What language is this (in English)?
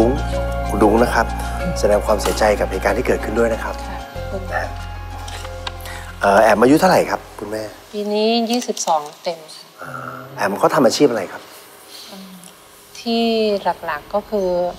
Thai